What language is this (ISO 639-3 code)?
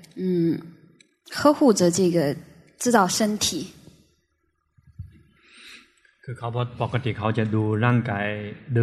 tha